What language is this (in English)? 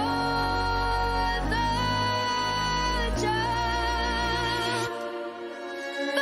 Kara-Kalpak